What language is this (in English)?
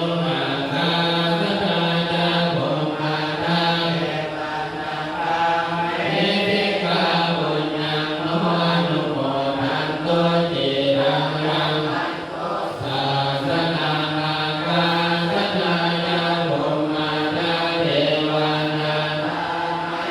Pali